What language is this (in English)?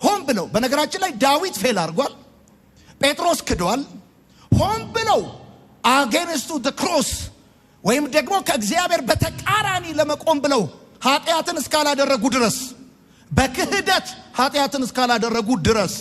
Amharic